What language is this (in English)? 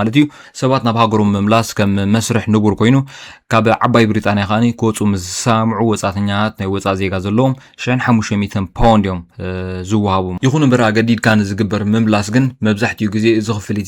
Tigrinya